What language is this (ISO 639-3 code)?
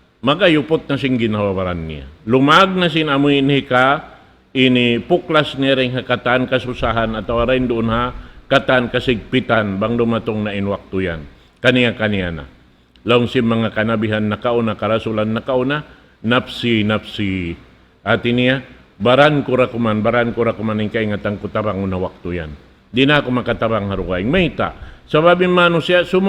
tsg